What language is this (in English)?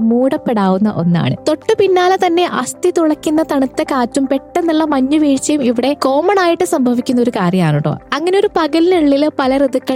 Malayalam